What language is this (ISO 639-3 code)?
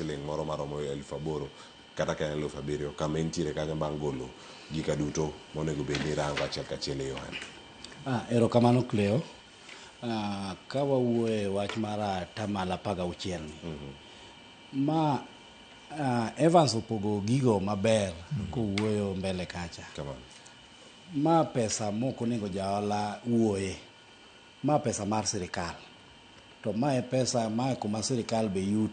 luo